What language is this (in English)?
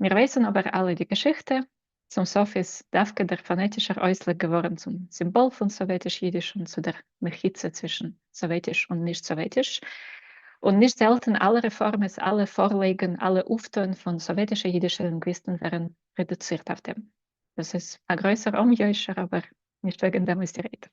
Yiddish